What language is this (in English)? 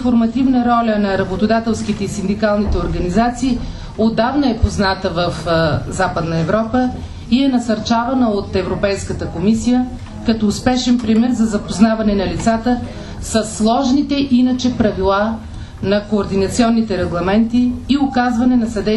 Bulgarian